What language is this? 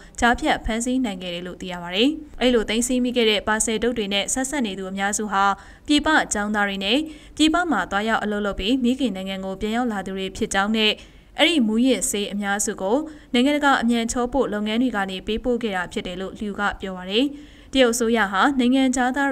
Burmese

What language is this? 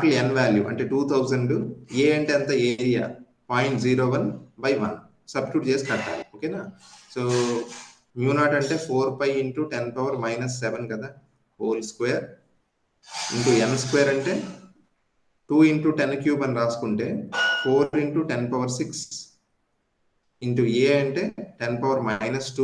Telugu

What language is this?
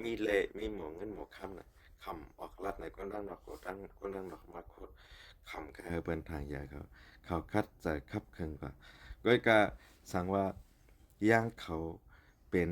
Shan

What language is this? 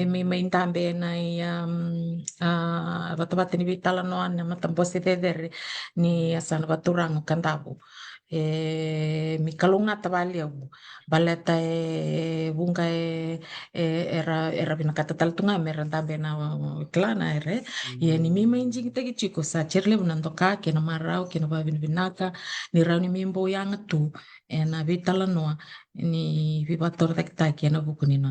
Fijian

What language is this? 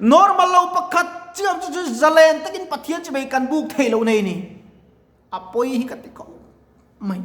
Mizo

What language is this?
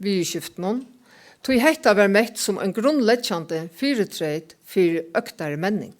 Faroese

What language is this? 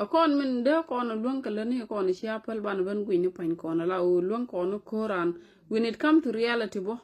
Nuer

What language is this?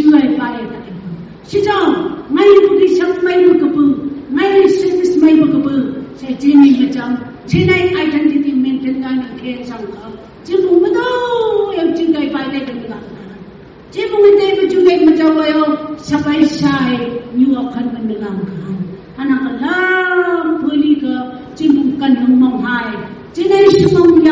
Phom Naga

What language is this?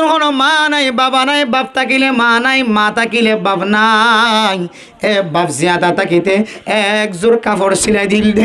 Rohingya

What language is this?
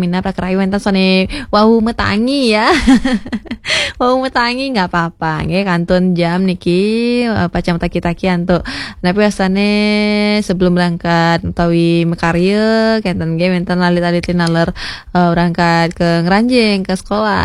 Balinese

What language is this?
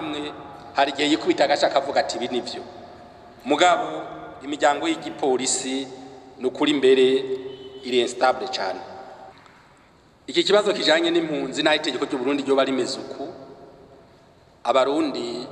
Rundi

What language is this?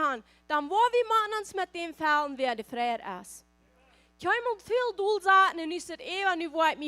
Plautdietsch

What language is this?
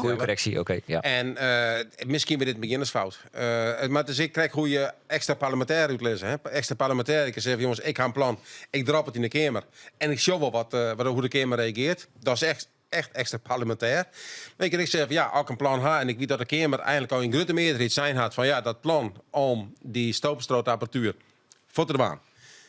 Western Frisian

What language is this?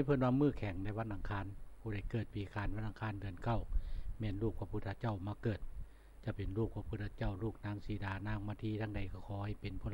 Lao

